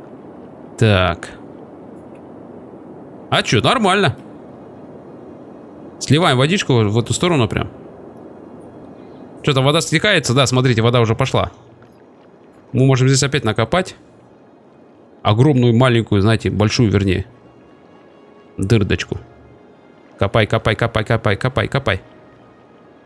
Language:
Russian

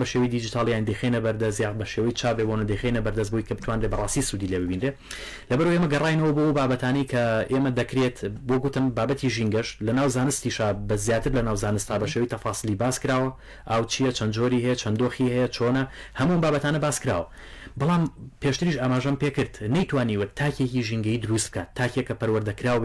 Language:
Central Kurdish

